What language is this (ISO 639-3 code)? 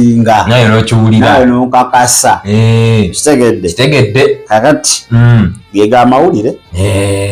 lug